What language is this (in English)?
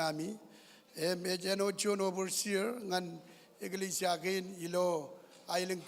Marshallese